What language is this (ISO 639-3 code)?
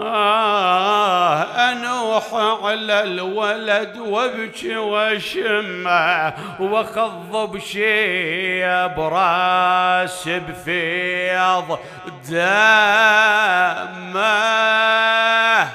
acm